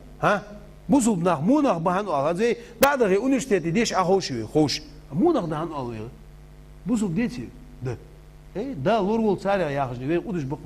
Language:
Ingush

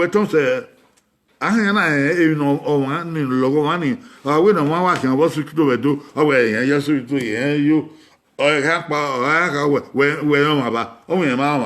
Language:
Bini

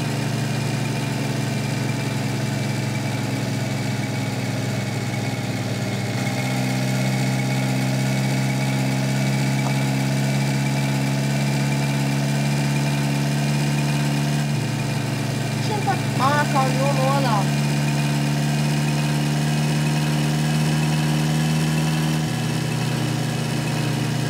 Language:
Romanian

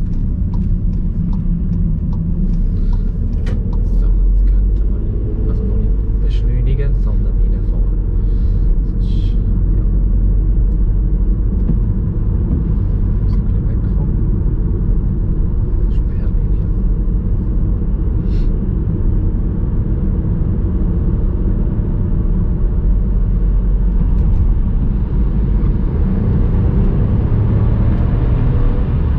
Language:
German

